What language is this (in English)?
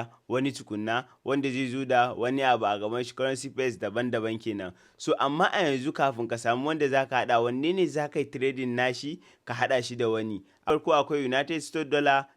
Hausa